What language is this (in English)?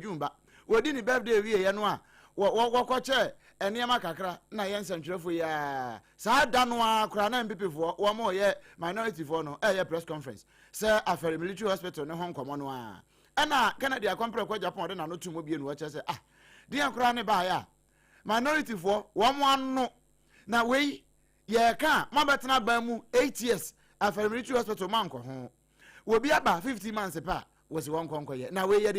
Akan